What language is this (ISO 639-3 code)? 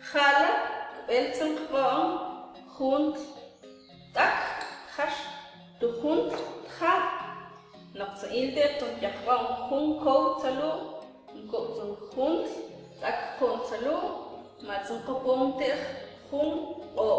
mam